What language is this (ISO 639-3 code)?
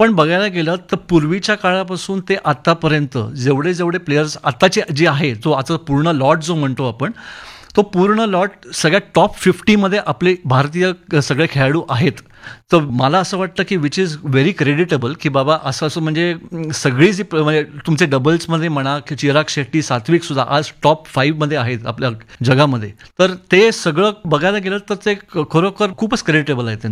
mar